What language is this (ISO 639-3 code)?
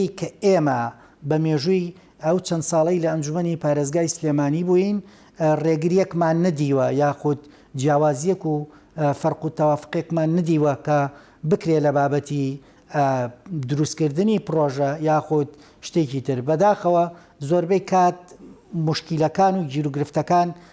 ckb